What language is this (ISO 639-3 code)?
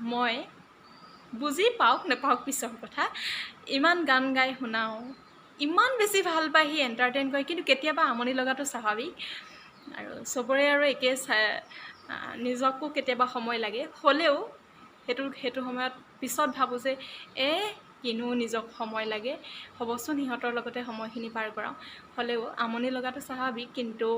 asm